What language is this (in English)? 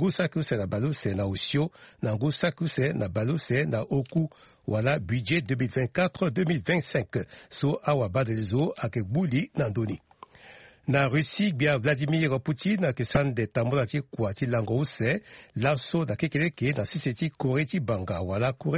Sango